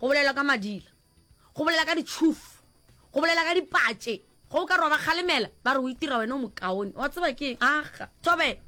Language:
Northern Sotho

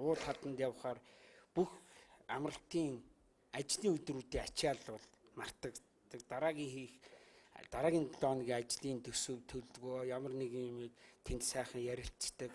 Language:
Mongolian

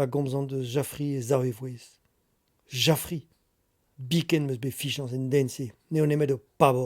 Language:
Breton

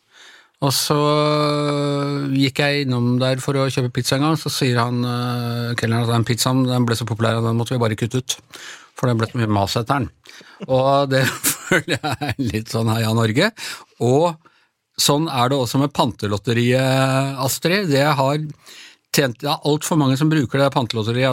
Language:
Norwegian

